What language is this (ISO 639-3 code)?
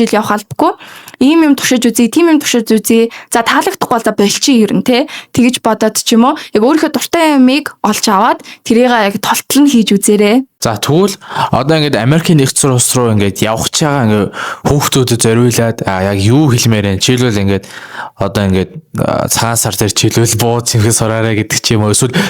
mon